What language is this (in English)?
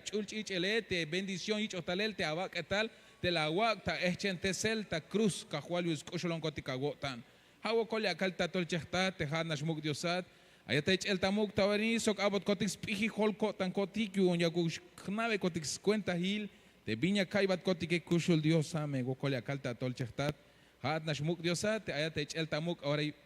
Tzeltal